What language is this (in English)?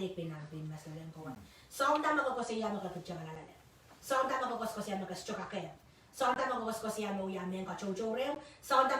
Pohnpeian